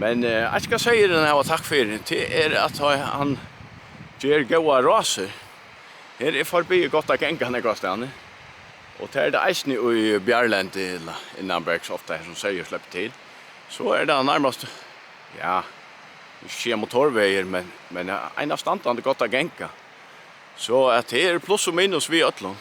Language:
Faroese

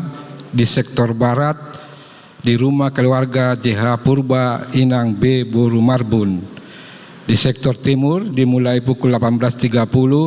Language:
Batak Toba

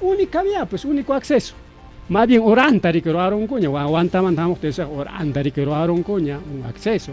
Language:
Ayacucho Quechua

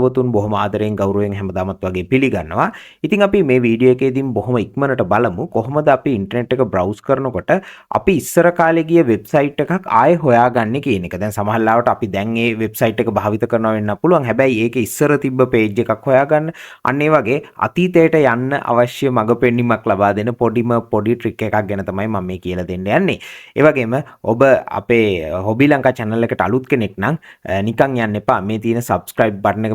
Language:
Sinhala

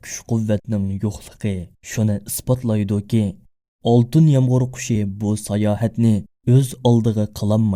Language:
Uyghur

